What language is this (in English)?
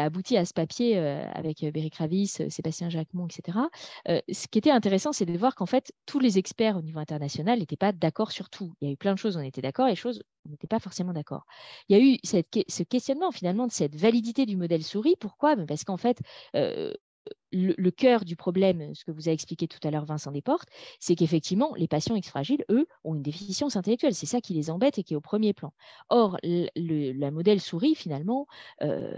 French